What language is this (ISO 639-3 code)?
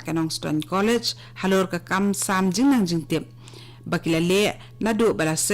kha